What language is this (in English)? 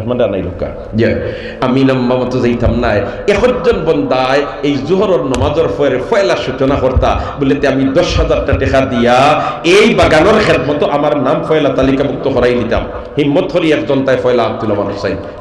Sylheti